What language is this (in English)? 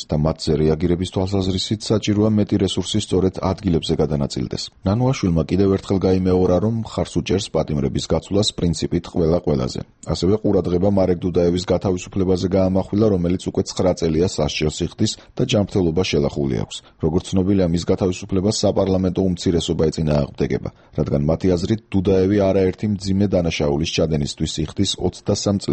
Georgian